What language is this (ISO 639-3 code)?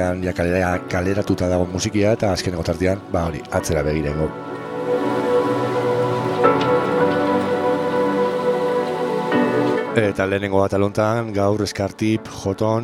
eus